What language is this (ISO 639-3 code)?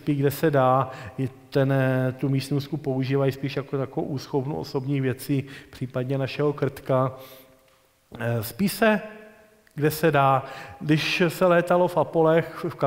ces